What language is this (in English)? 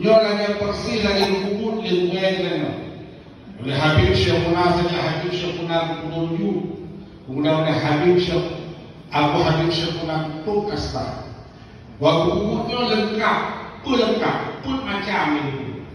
Achinese